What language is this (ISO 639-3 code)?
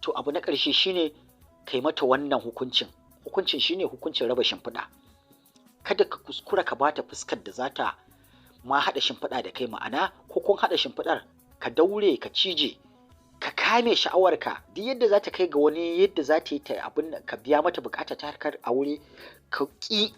hau